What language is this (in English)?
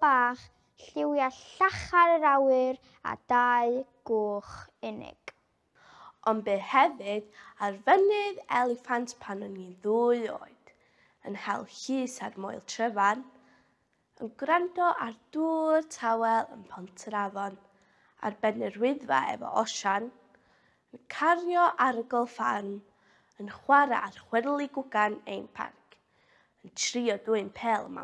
Welsh